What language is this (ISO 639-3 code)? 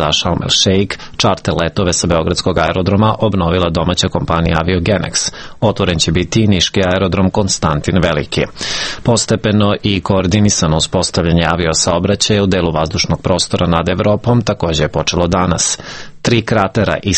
srp